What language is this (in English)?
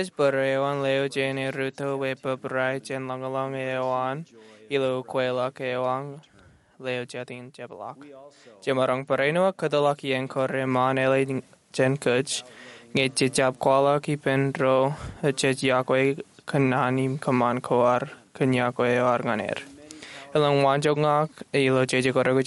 Marshallese